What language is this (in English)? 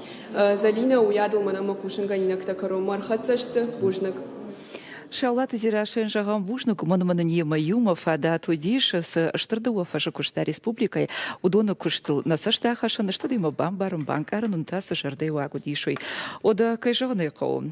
Ossetic